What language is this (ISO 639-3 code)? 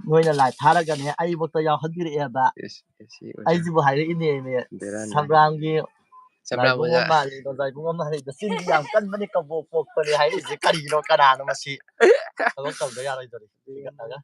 mni